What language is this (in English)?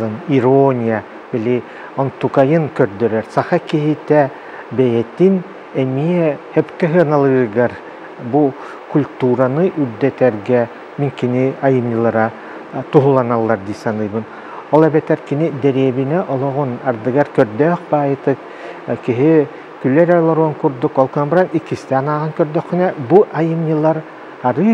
Yakut